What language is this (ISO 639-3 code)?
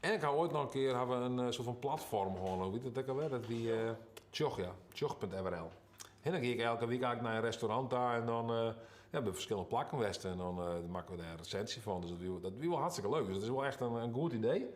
fry